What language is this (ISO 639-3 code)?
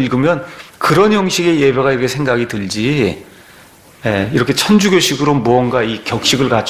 kor